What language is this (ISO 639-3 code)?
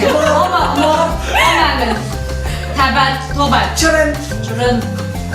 oss